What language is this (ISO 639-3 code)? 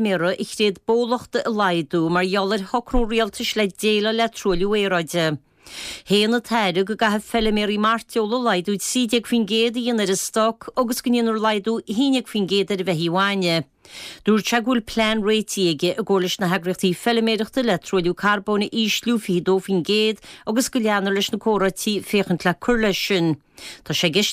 gle